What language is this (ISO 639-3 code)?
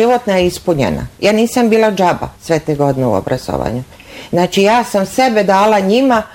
bos